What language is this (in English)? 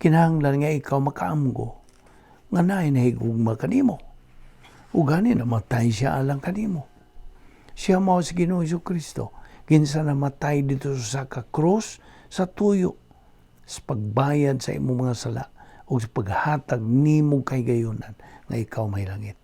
Cebuano